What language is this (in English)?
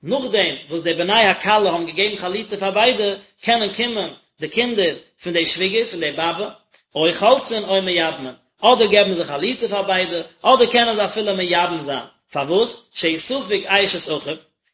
Yiddish